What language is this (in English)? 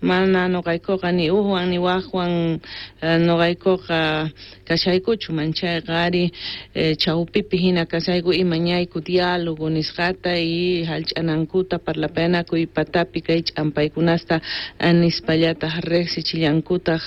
South Bolivian Quechua